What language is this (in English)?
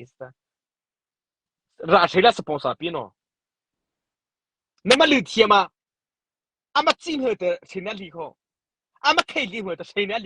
Mara Chin